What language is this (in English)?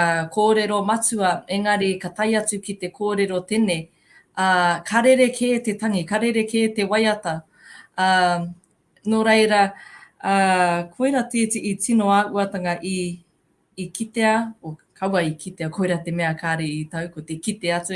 Māori